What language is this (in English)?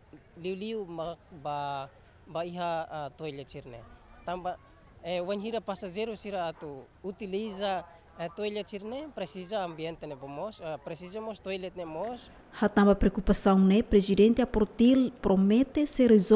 Tetum